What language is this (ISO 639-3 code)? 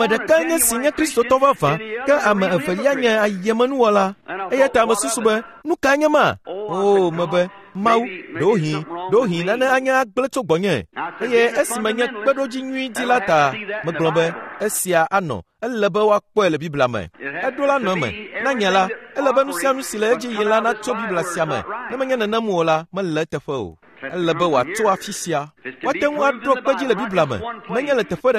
ewe